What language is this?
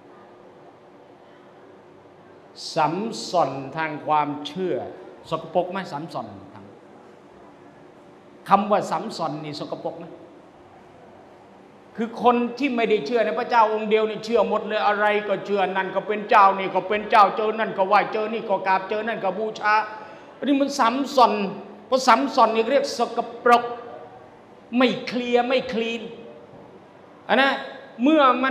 Thai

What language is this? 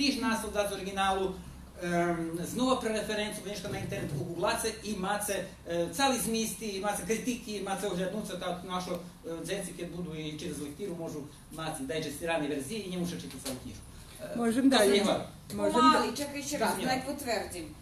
Rusyn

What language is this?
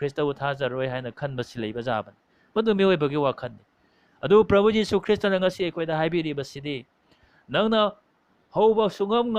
Manipuri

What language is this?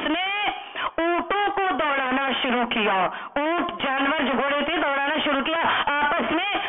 Urdu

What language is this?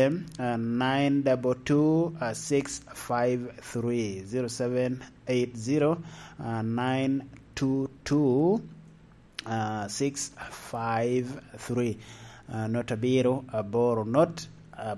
Lango (Uganda)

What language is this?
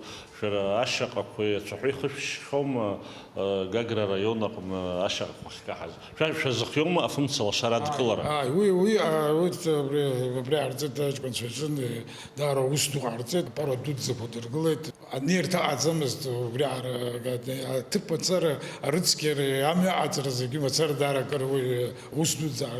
Abkhazian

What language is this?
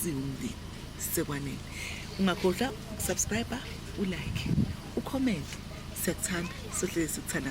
Zulu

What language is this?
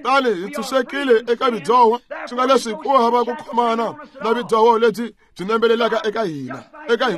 Tsonga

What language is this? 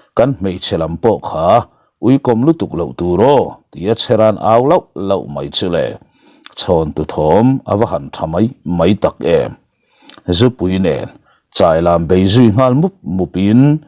Mizo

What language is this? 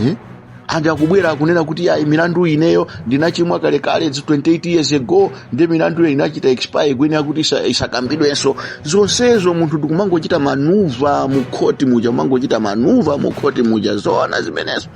Nyanja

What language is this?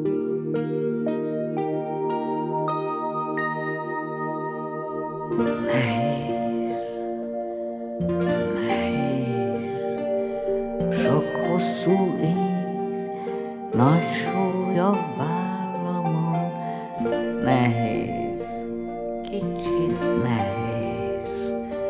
Hungarian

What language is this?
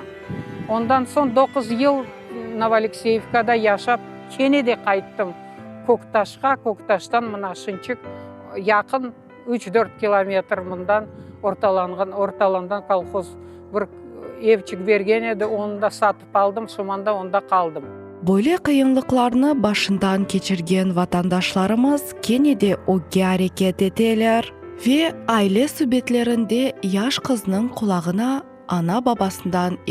Crimean Tatar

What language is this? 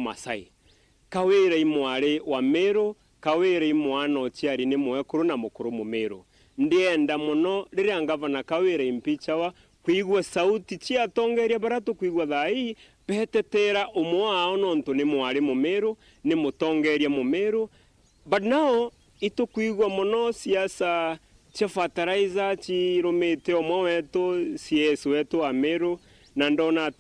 Meru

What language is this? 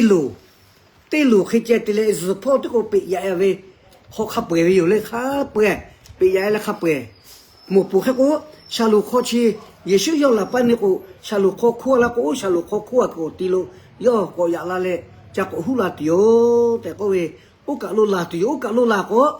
Lahu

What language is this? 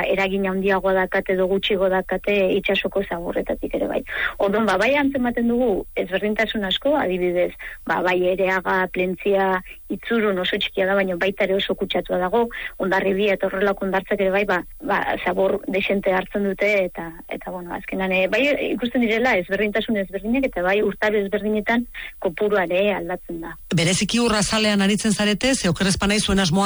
Basque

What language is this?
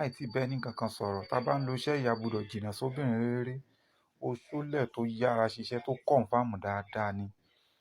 Yoruba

